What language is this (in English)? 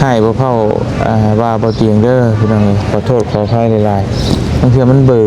Lao